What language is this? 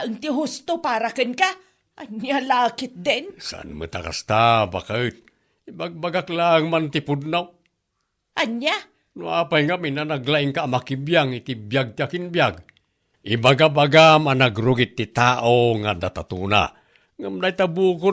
Iloko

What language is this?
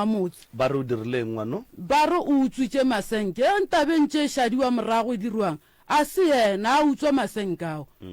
Northern Sotho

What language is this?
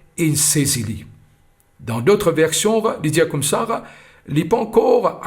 Morisyen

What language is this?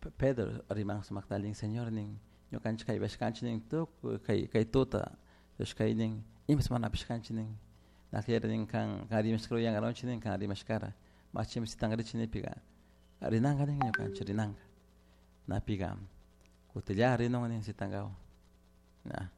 Chimborazo Highland Quichua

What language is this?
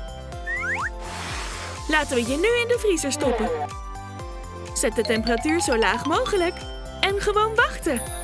Dutch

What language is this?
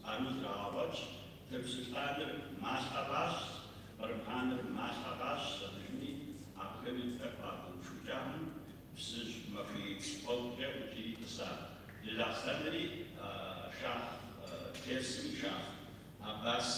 Kabardian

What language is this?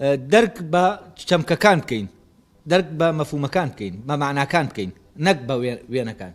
Central Kurdish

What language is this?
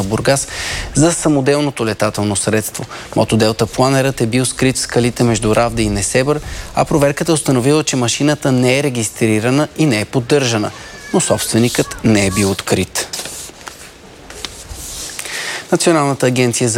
Bulgarian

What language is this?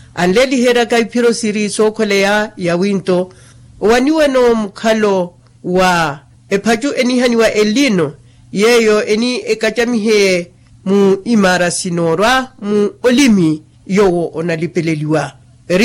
Makhuwa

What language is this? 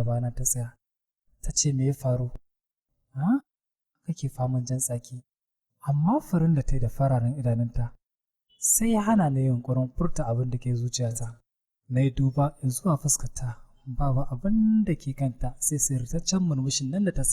Hausa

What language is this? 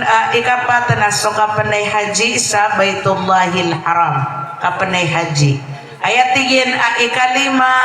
Maranao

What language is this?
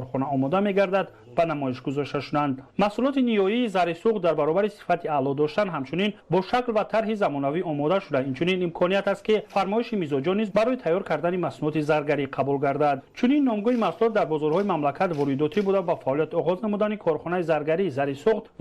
Tajik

